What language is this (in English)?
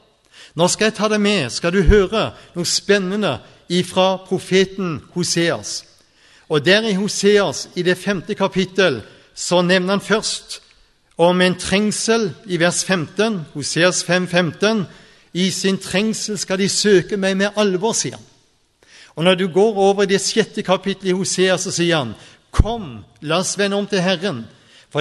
Norwegian